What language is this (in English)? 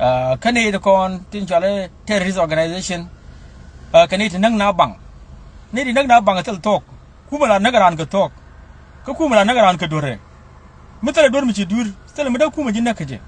Nuer